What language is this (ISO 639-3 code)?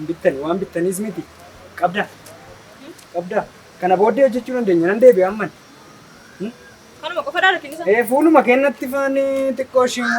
orm